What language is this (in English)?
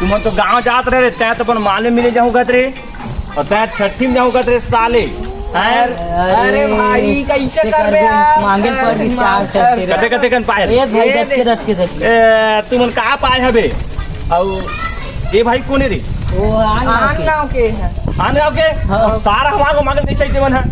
Chhattisgarhi